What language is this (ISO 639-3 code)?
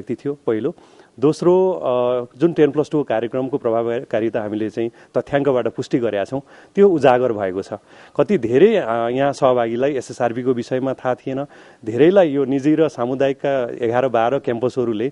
nep